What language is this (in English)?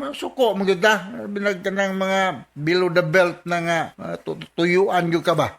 Cebuano